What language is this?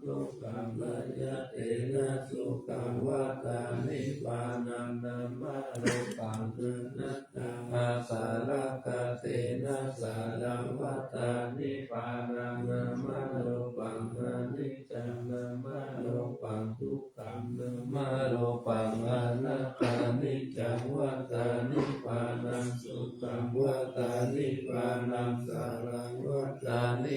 Pali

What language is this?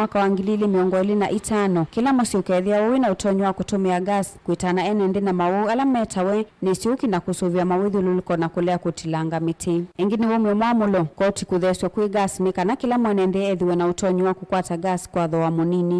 Kamba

